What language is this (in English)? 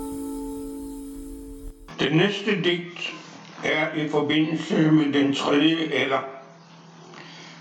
Danish